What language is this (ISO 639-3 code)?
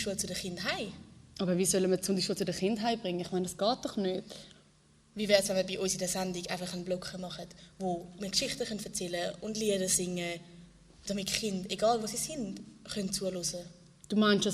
gsw